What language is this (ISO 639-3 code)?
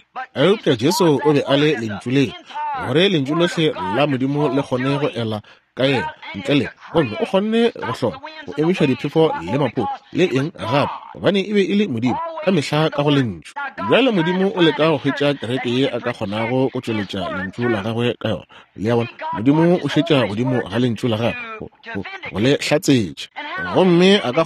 nso